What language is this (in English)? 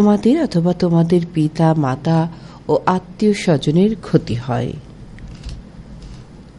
Bangla